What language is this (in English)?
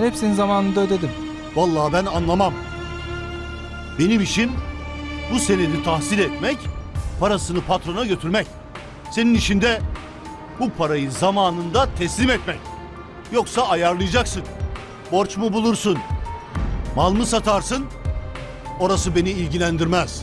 Turkish